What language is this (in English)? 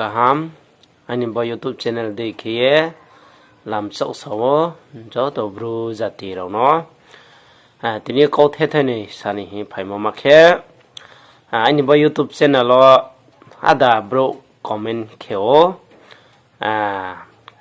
Riang (India)